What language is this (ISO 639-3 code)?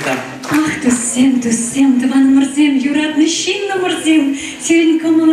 chv